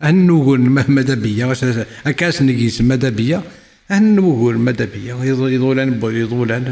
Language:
Kabyle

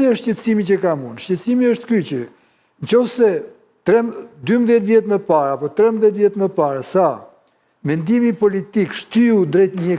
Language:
Albanian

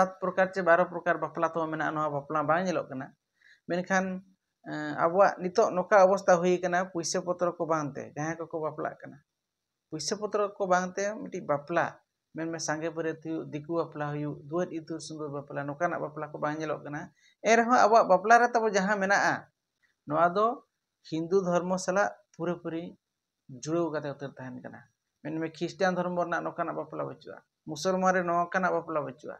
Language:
Santali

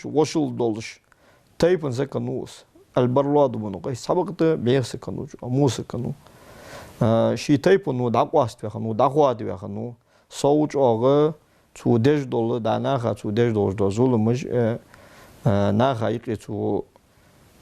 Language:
Ingush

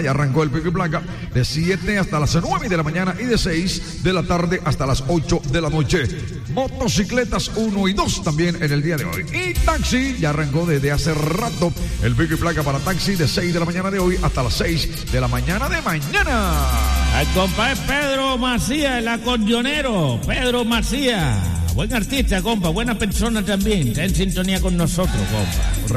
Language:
Spanish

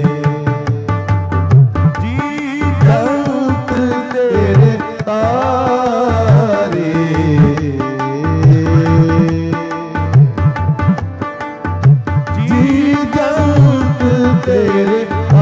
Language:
Punjabi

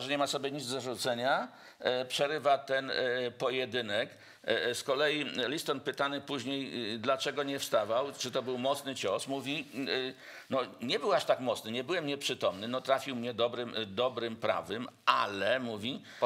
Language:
Polish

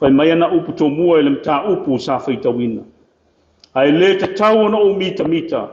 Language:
Samoan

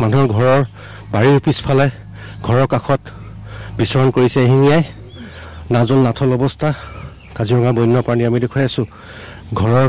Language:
Assamese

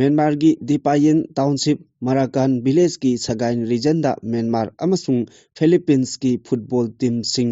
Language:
Manipuri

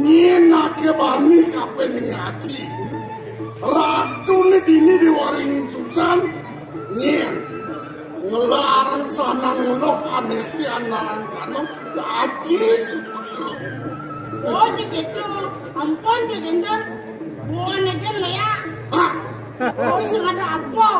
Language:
Balinese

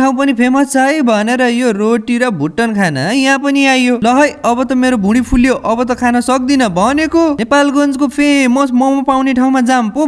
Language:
Nepali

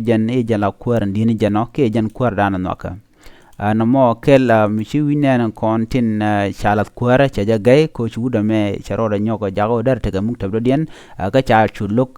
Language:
Nuer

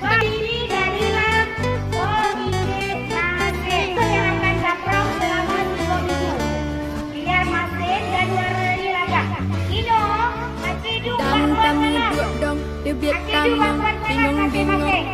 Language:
Achinese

